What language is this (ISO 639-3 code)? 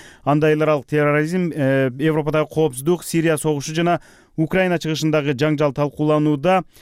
kir